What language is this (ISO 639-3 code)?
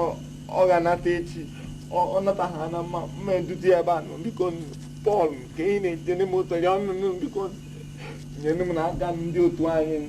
ibo